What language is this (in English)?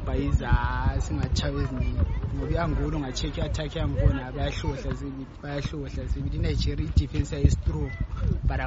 North Ndebele